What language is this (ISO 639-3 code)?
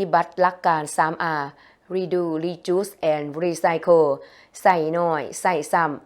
lao